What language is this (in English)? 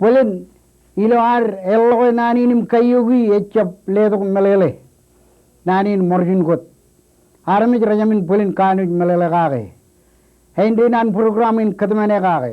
Marshallese